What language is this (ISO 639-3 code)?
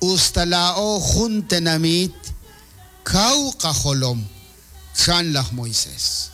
kek